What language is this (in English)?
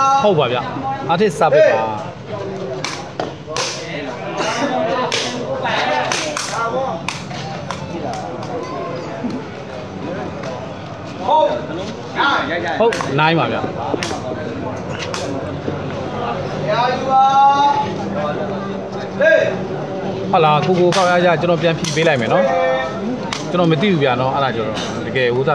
Burmese